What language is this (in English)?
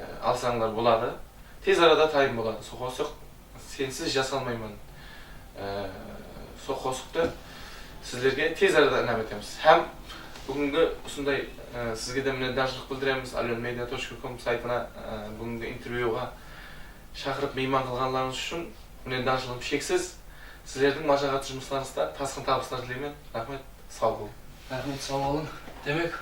Kara-Kalpak